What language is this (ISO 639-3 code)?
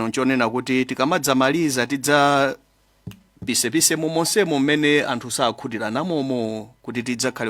nya